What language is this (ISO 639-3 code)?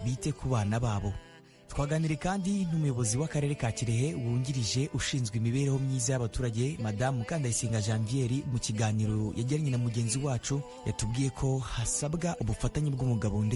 kin